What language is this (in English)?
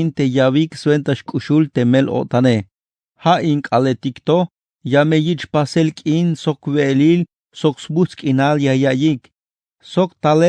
Tzeltal